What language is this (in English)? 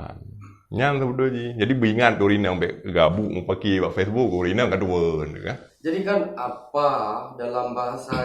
Achinese